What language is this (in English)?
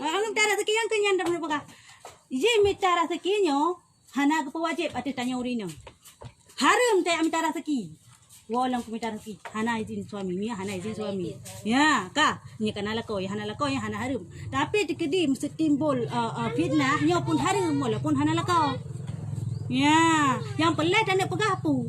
Achinese